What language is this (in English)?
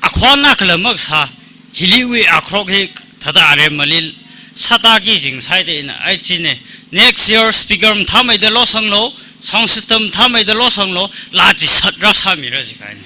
Tangkhul Naga (India)